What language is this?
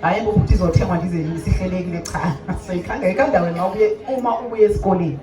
Zulu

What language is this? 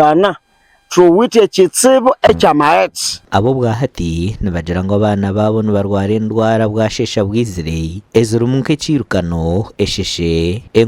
Nyankole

